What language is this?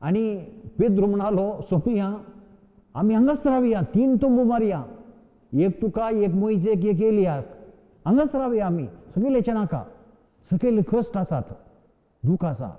Konkani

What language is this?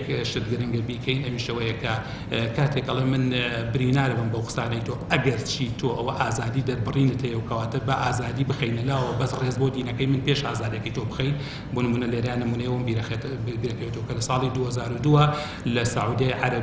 Central Kurdish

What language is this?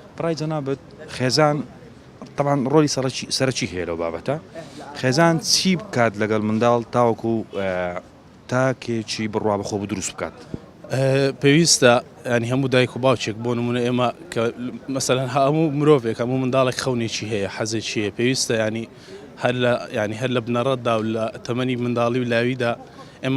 Central Kurdish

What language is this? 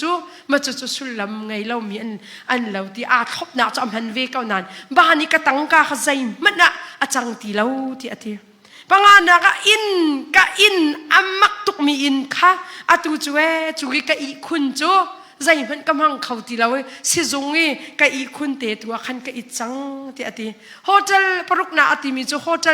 Hakha Chin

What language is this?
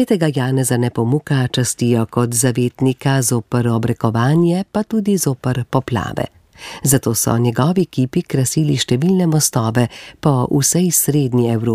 Slovenian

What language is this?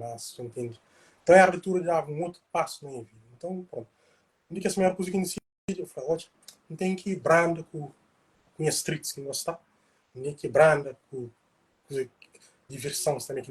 Kabuverdianu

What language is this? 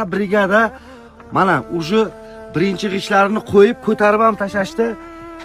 Uzbek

